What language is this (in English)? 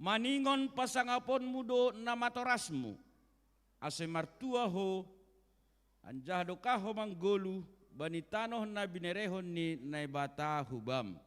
Batak Simalungun